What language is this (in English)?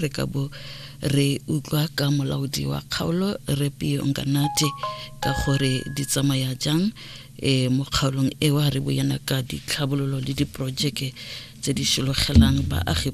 Tswana